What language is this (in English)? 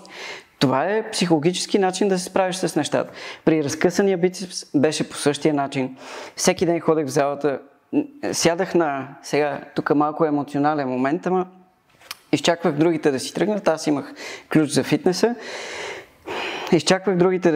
Bulgarian